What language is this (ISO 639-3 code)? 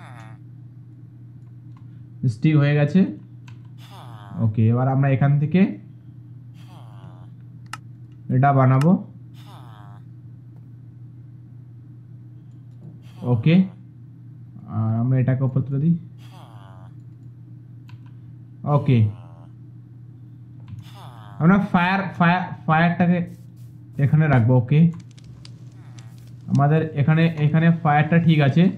ben